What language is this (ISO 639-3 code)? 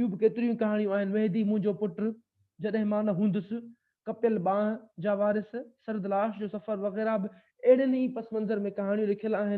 snd